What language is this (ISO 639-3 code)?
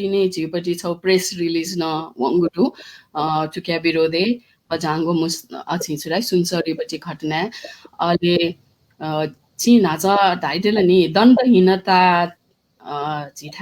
new